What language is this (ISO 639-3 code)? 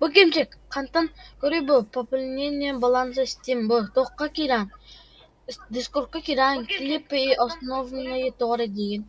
sah